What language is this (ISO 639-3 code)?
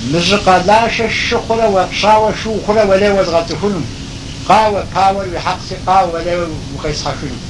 kbd